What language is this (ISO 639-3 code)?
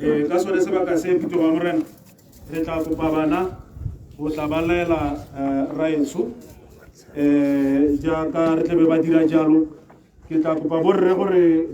tsn